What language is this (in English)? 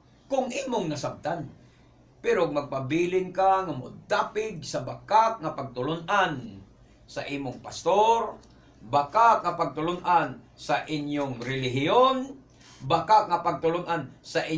Cebuano